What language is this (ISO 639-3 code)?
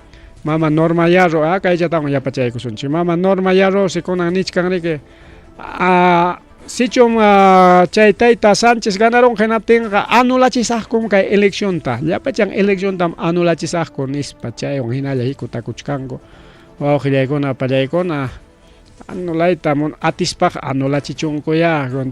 quy